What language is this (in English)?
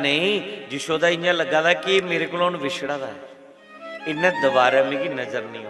Dogri